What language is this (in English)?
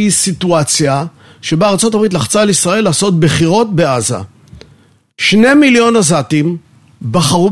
Hebrew